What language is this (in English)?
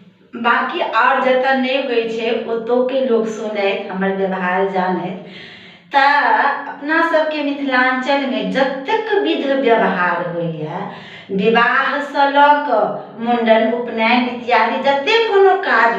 Maithili